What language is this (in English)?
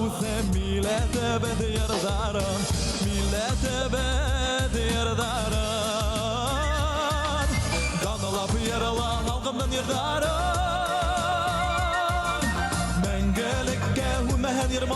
Bashkir